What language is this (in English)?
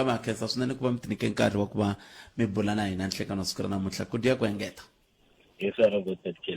Tsonga